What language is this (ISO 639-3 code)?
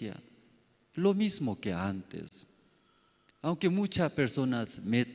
quh